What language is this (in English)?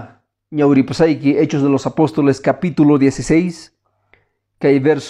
Quechua